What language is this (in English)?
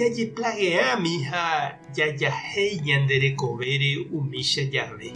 Guarani